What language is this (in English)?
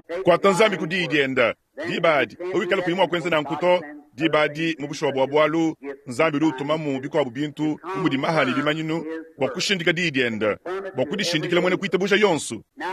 Luba-Lulua